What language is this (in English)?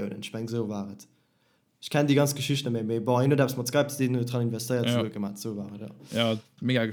Luxembourgish